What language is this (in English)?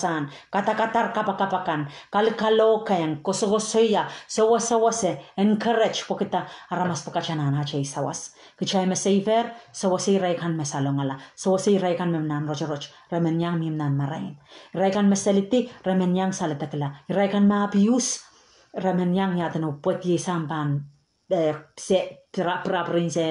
Pohnpeian